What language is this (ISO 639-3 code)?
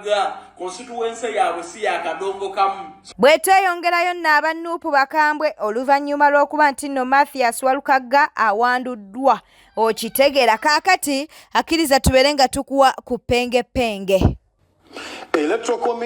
lug